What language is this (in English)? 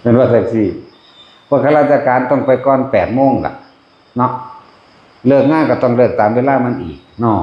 Northeastern Thai